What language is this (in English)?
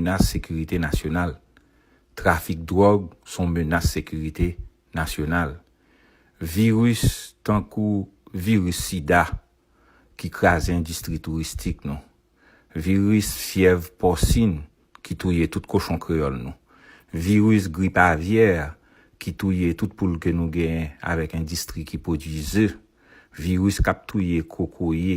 Haitian Creole